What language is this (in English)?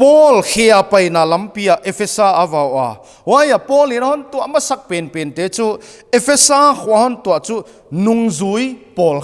Paite Chin